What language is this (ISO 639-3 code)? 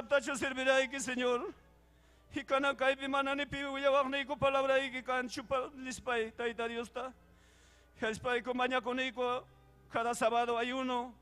quy